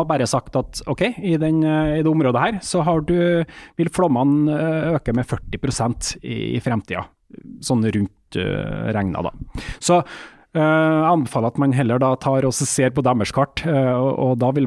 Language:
Norwegian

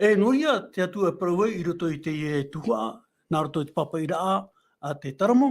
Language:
Tahitian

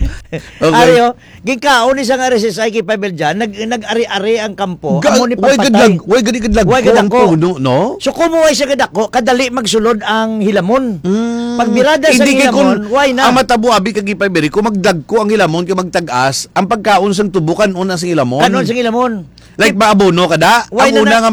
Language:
Hiligaynon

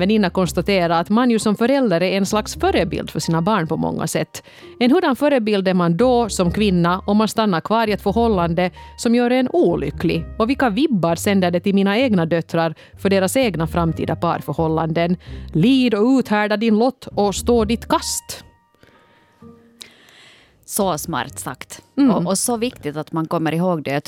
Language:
Swedish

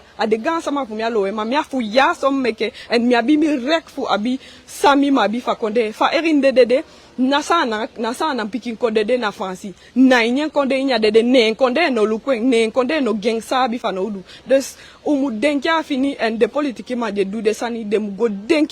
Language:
Eastern Maroon Creole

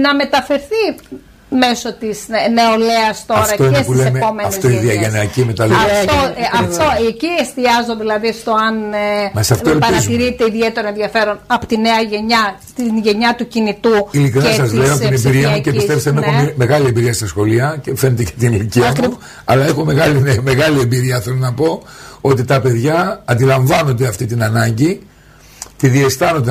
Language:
Greek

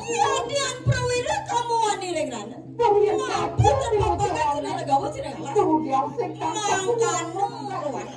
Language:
Balinese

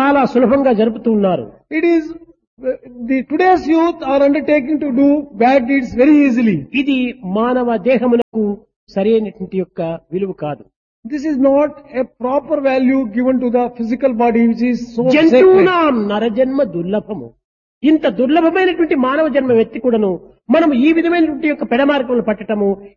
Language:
Telugu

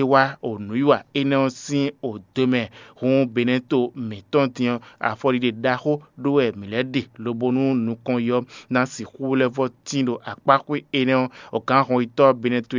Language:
Fon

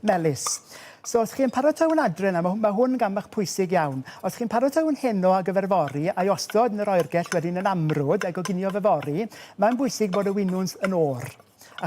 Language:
Welsh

